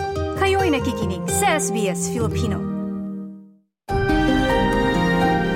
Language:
Filipino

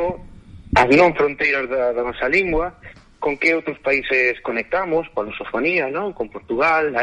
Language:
Galician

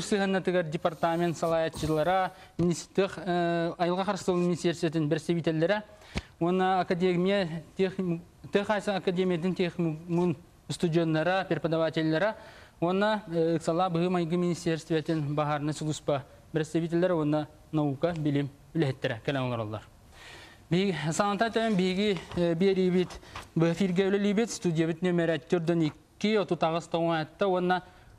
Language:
Yakut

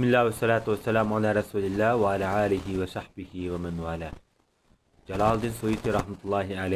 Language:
Uyghur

